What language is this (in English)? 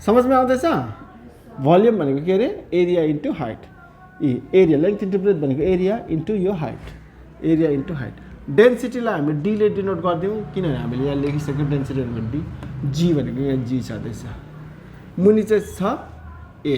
Nepali